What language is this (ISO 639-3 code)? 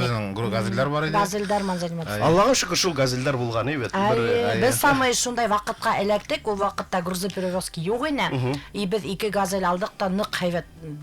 bak